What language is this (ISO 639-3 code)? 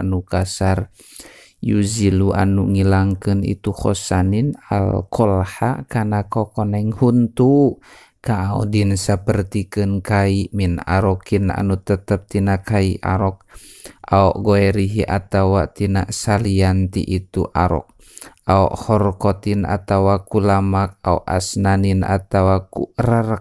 sun